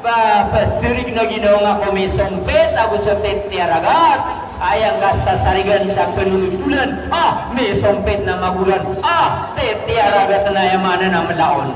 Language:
Maranao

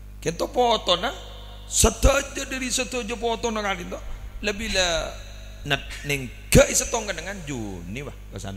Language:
Madurese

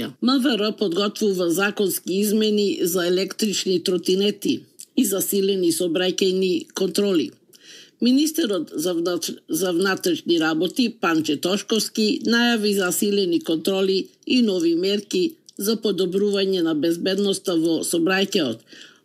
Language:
Macedonian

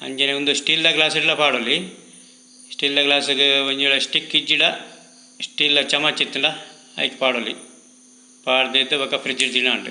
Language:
Tulu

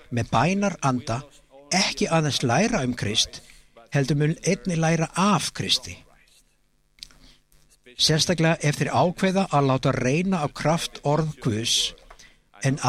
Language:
Icelandic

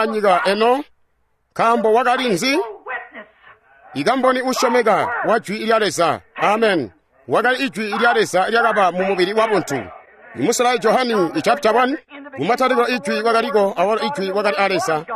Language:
Tonga (Zambia)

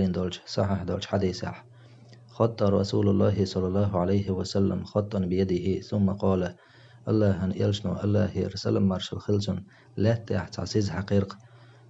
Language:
Chechen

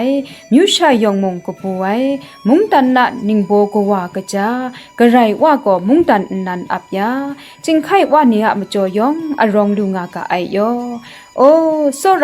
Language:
Kachin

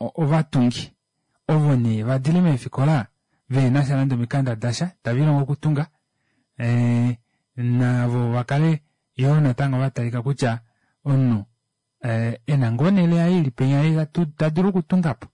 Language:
Kuanyama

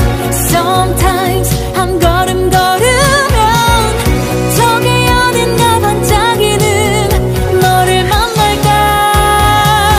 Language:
Korean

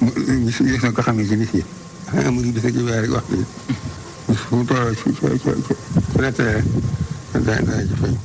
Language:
Wolof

